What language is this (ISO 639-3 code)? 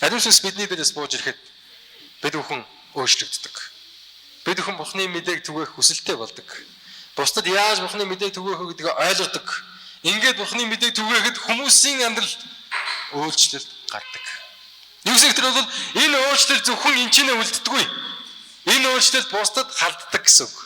mon